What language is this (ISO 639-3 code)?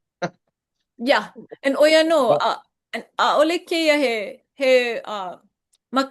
haw